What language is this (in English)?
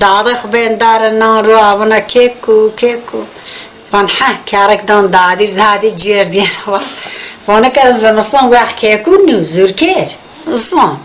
Zaza